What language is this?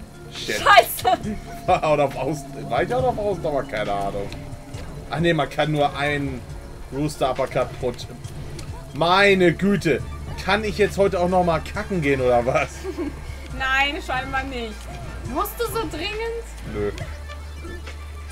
German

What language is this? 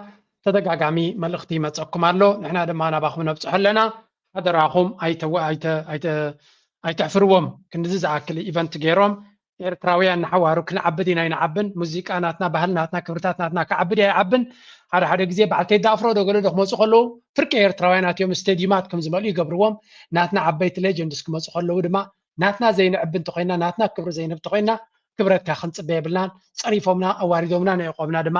Tigrinya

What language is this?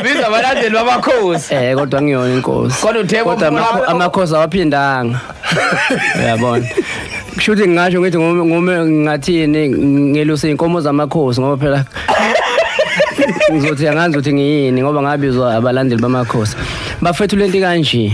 Zulu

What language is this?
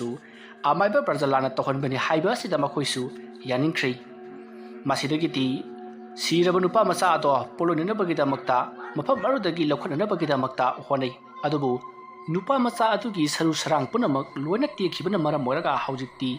Manipuri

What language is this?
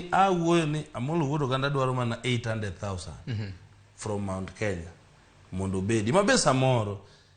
Luo (Kenya and Tanzania)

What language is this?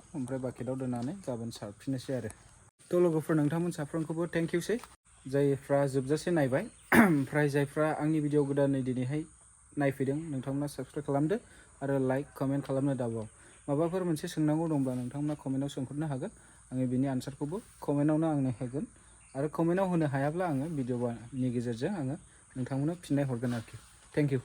Bodo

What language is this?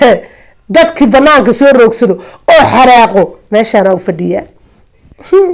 Somali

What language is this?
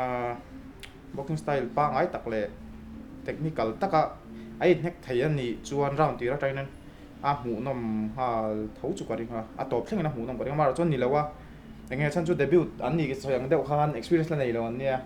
Mizo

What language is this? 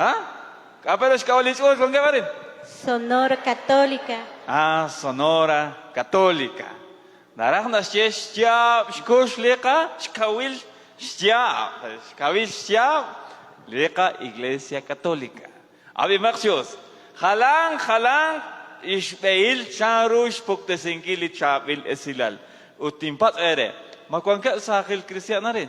Kekchí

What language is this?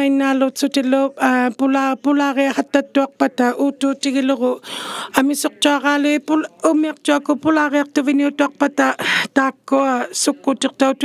Inuktitut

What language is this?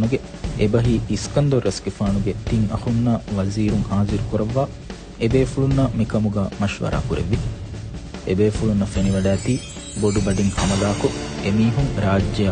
Divehi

